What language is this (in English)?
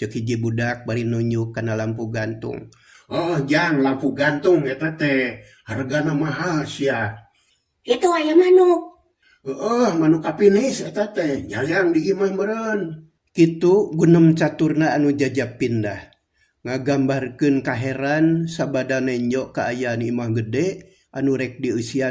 Sundanese